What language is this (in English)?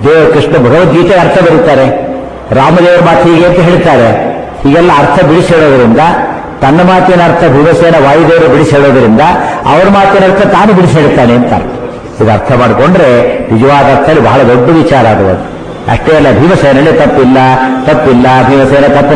Kannada